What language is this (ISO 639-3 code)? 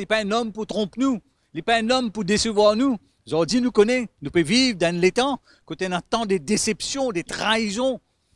mfe